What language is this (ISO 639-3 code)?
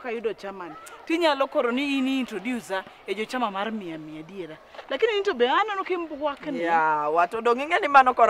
luo